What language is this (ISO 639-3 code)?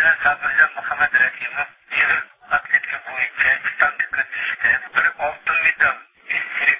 uig